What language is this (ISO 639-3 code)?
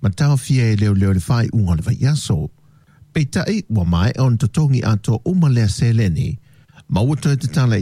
smo